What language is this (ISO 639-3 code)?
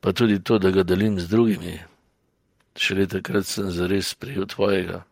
slv